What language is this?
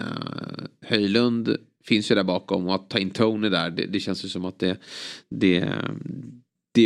Swedish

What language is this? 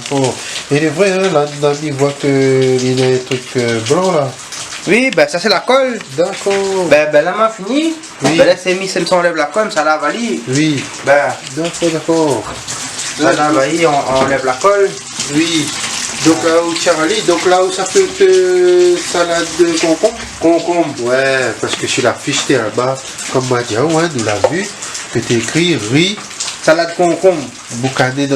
Réunion Creole French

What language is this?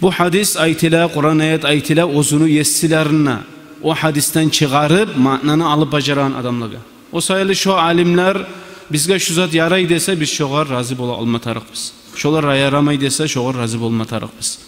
Kumyk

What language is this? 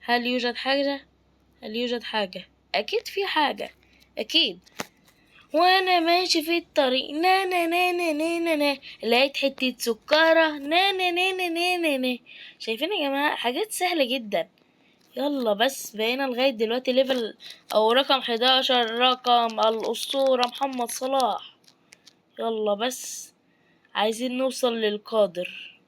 Egyptian Arabic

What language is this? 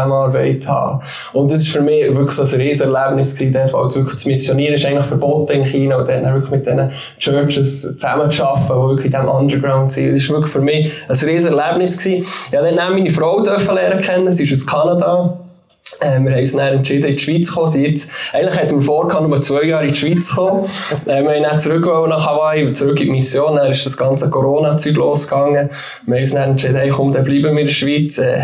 Swiss German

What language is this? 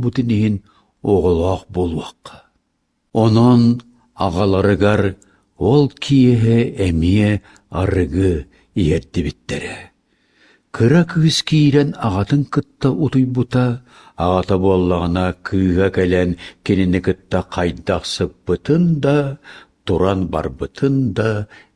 Yakut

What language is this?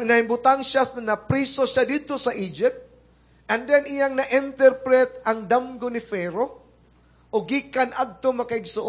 Cebuano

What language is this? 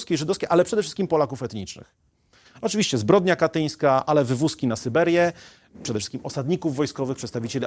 Polish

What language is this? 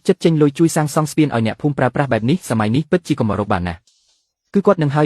Khmer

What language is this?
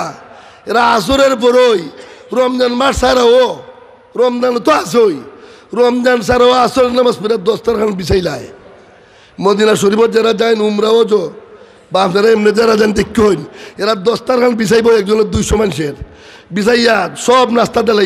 Sylheti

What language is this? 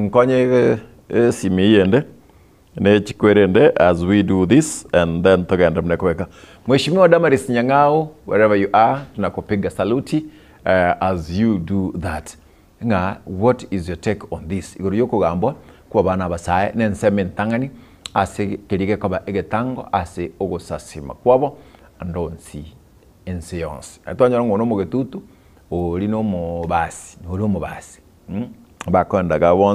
Gusii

